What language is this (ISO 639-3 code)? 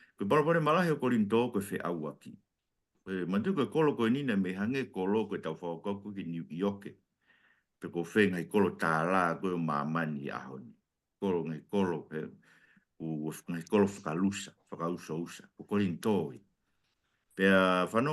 ton